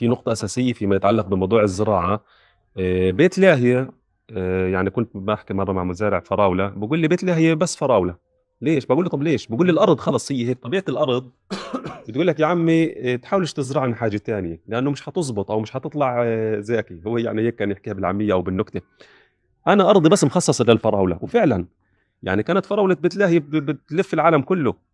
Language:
North Levantine Arabic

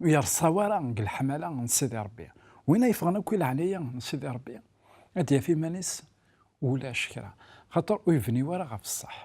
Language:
Kabyle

